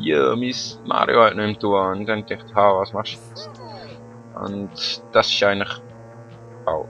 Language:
Swiss German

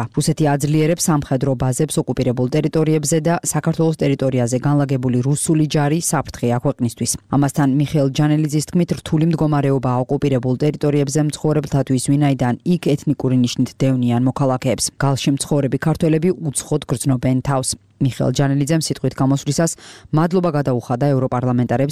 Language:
Georgian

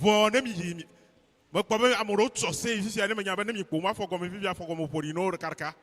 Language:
Ewe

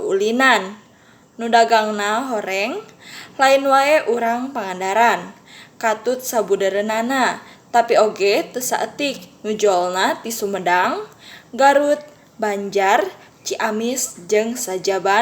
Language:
Sundanese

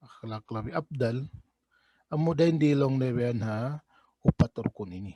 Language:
Tausug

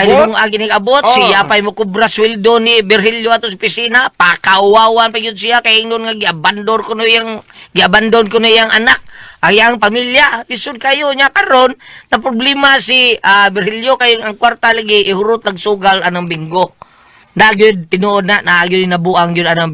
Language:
Cebuano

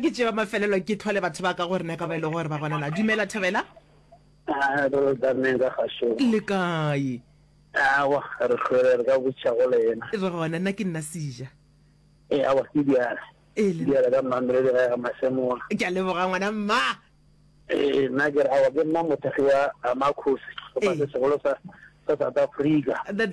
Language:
Northern Sotho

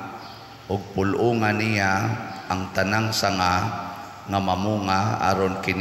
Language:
Cebuano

